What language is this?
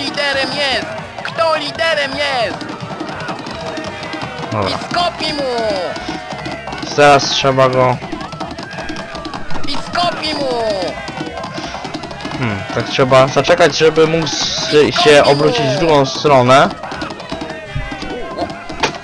Polish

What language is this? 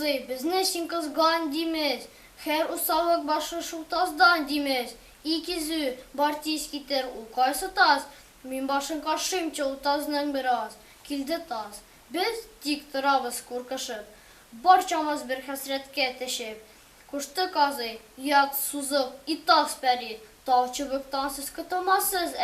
Tatar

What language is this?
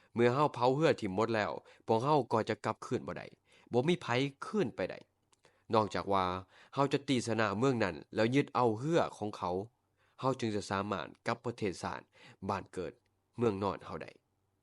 Lao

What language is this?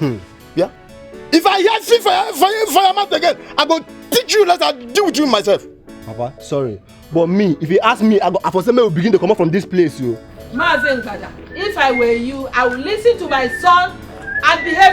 Nigerian Pidgin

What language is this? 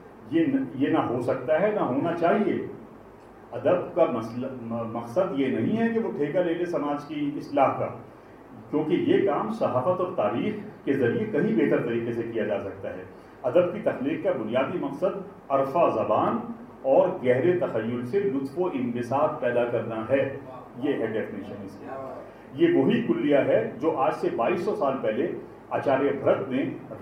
Urdu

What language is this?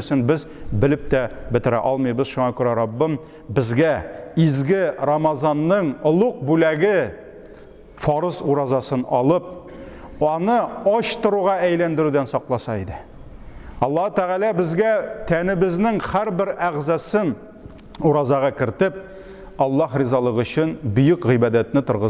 Tatar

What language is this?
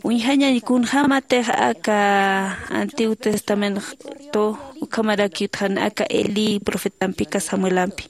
Aymara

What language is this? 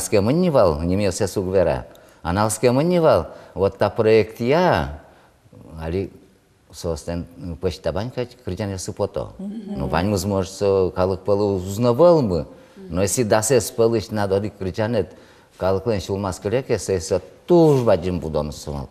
Udmurt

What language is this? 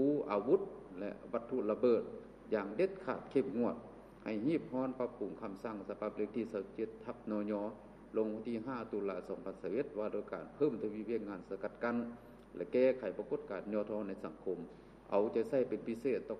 Lao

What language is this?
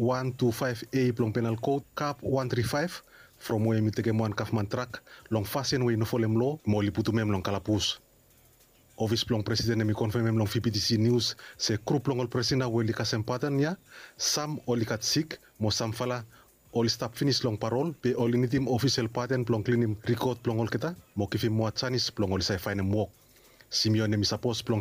Bislama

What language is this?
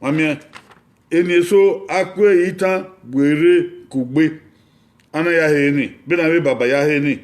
Bini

